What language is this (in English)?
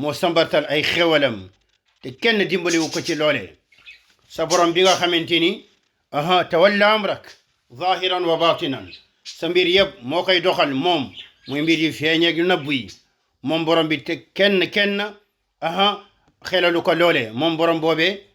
Wolof